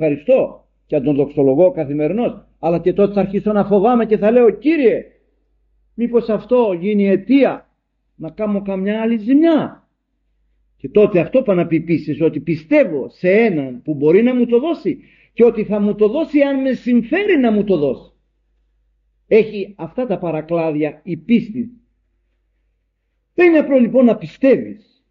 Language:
Greek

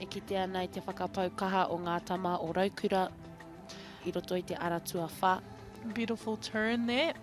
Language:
Māori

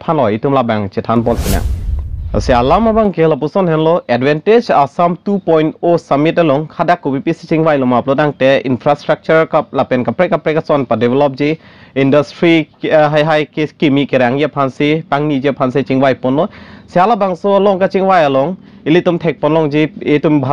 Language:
Karbi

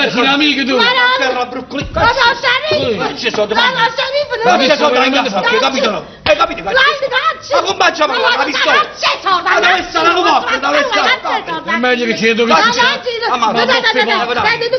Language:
Neapolitan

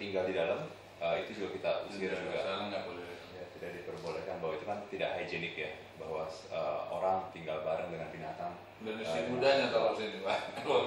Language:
Indonesian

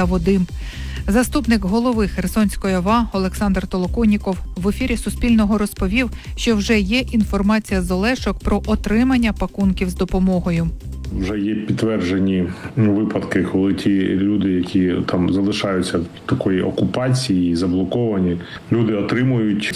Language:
Ukrainian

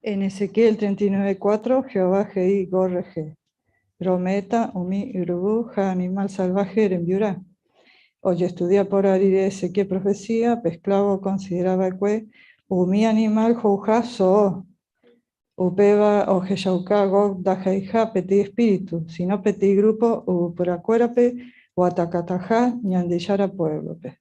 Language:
Guarani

